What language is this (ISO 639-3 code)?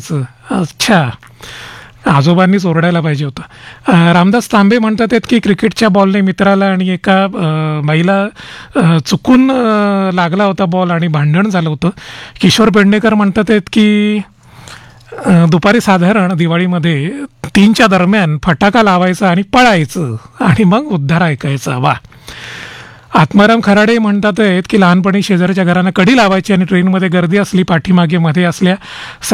mar